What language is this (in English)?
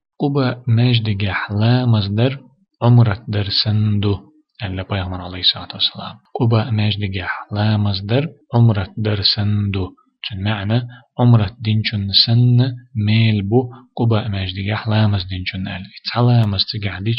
Chechen